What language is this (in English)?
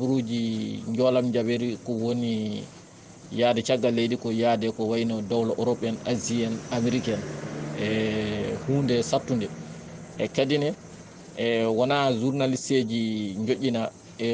Fula